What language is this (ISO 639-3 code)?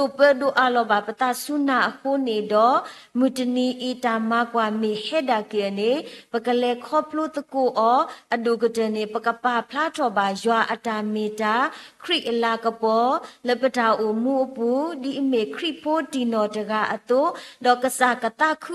ksw